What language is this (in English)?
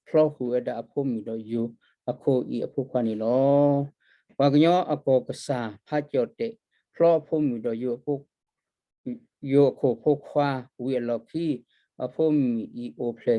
S'gaw Karen